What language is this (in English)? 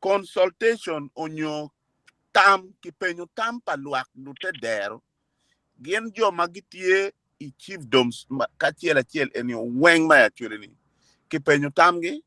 Acoli